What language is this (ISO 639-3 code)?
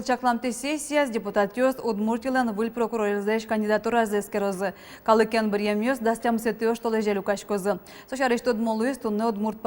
udm